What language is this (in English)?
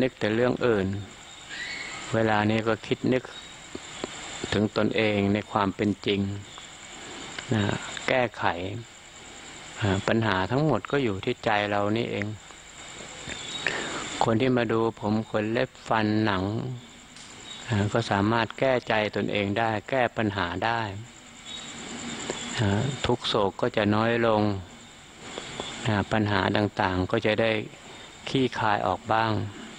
Thai